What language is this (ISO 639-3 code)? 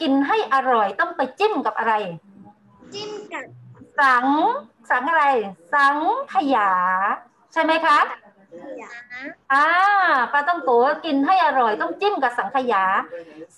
tha